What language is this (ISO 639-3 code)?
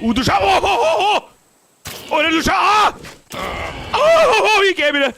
bar